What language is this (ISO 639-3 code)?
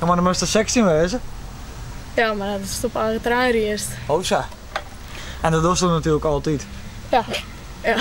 fry